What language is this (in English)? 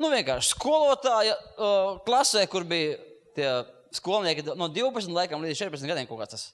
Latvian